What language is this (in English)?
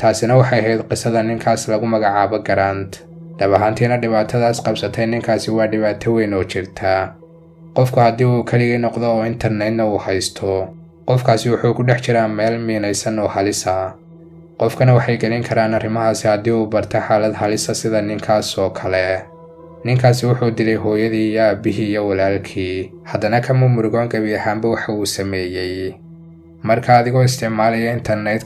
Somali